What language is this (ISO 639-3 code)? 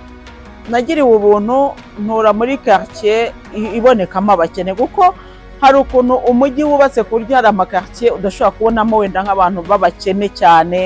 kin